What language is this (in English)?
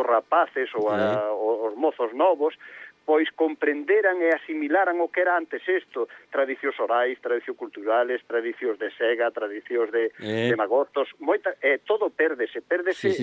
Galician